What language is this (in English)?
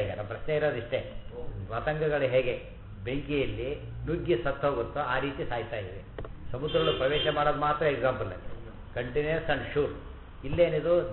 Kannada